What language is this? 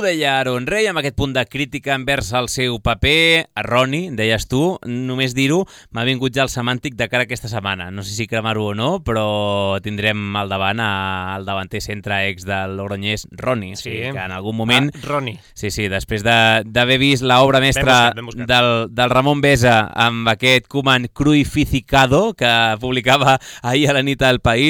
Catalan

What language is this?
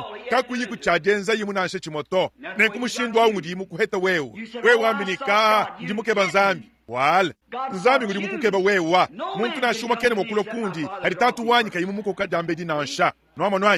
Luba-Lulua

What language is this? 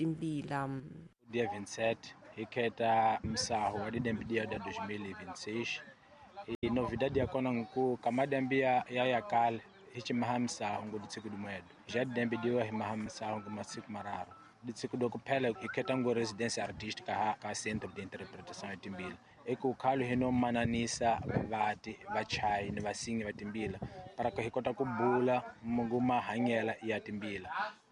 Tsonga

